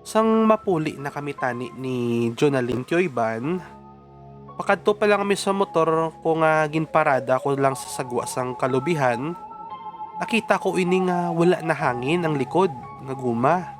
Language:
Hiligaynon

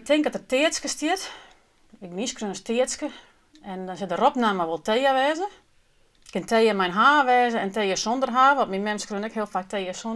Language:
Western Frisian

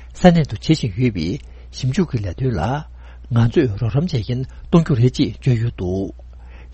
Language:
Tibetan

